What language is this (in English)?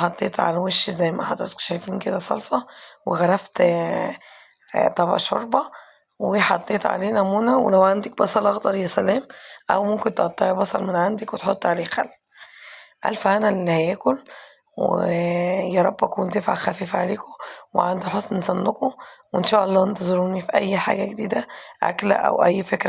Egyptian Arabic